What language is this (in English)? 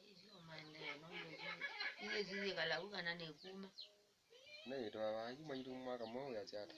Kamba